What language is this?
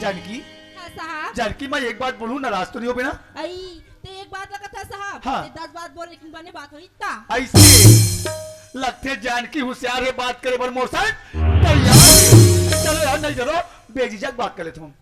Chhattisgarhi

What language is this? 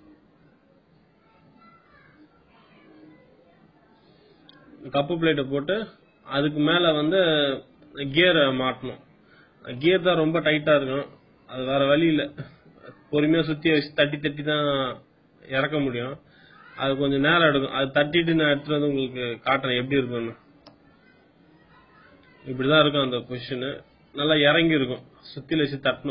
Tamil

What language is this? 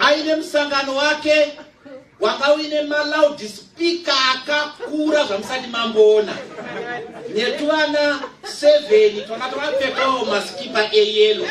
Shona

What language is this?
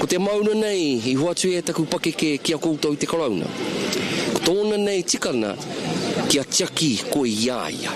Māori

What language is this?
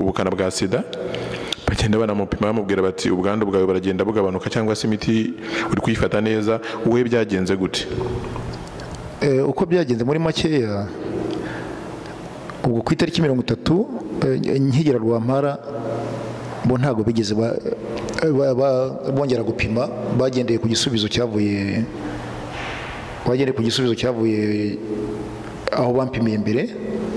Kinyarwanda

